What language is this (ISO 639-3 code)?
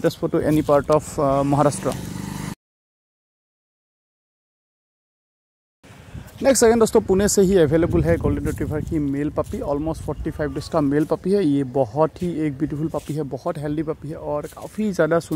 hin